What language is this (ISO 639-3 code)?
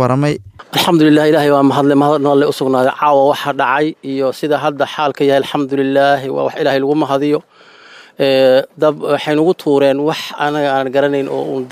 som